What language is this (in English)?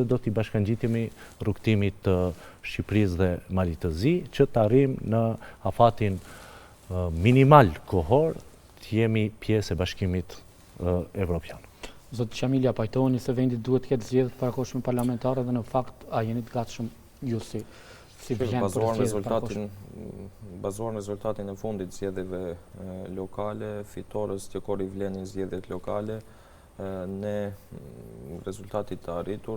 Albanian